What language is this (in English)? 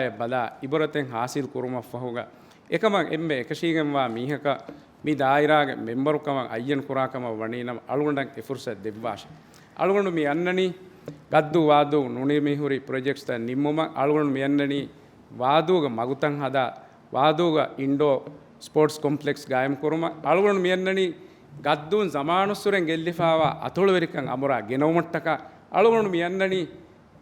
Divehi